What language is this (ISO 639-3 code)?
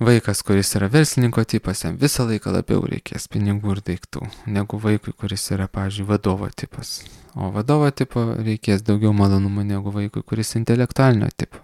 lit